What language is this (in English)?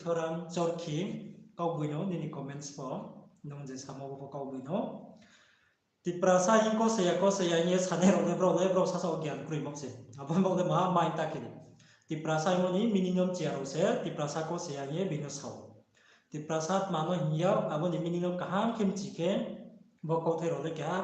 Riang (India)